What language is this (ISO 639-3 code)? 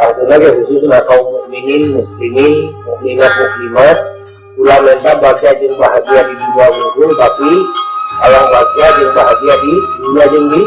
sun